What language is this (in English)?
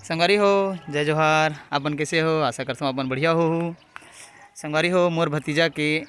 Chhattisgarhi